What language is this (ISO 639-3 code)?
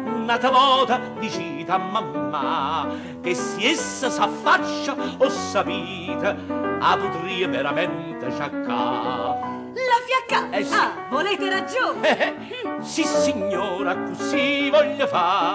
nap